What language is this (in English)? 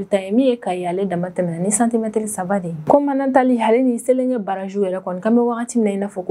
Bambara